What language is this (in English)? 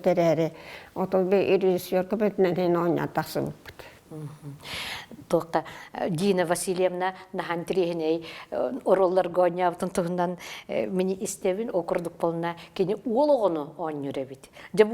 Yakut